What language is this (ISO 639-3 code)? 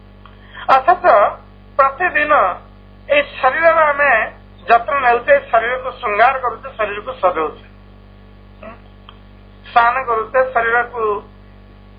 ori